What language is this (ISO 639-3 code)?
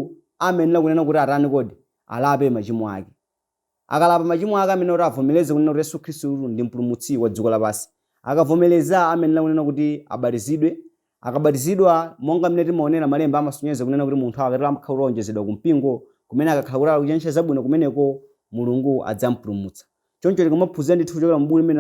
nya